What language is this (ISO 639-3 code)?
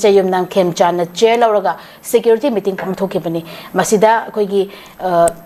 mni